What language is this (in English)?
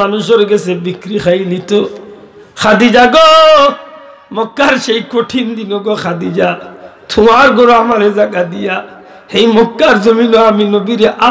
Sylheti